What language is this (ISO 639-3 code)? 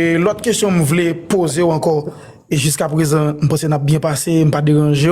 hat